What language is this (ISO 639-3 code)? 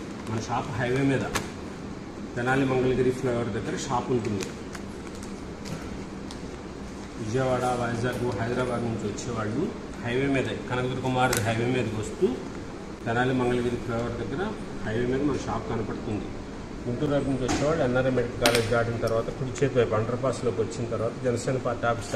tel